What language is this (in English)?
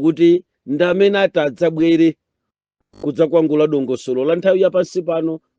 Nyanja